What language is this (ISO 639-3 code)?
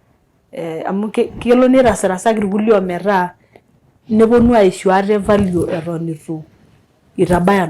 mas